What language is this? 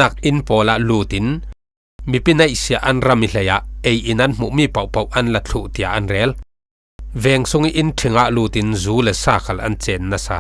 Falam Chin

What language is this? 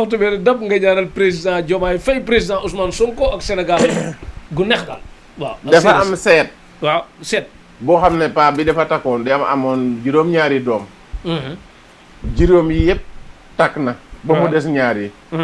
Wolof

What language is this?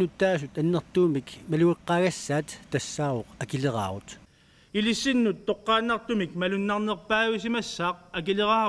Kalaallisut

